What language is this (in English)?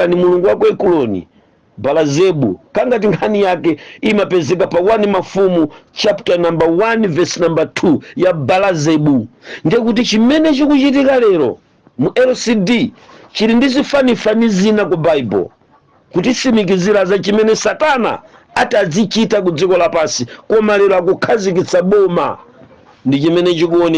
Nyanja